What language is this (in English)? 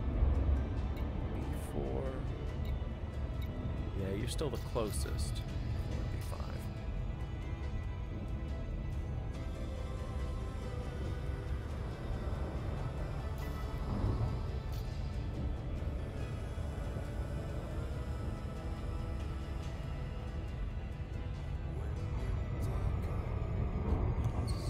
English